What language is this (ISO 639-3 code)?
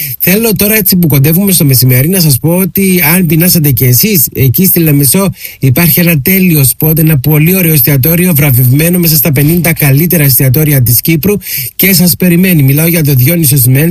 ell